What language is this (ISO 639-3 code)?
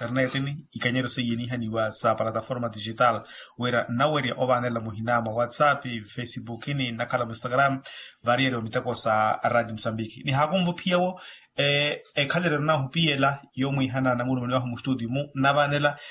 vmw